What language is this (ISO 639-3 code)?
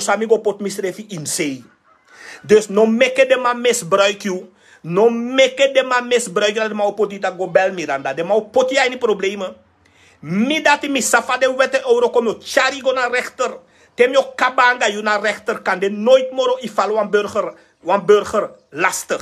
srn